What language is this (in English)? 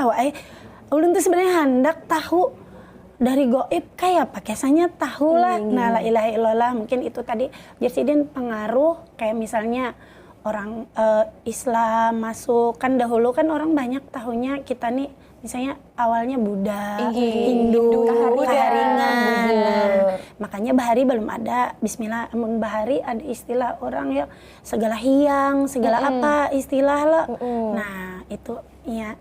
Banjar